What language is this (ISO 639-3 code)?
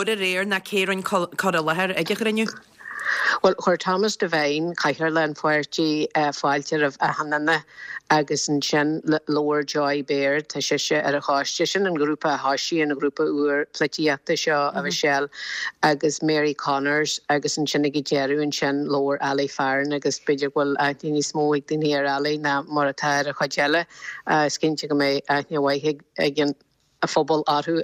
gle